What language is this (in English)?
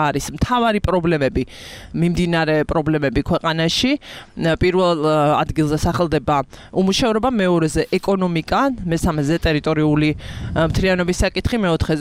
Georgian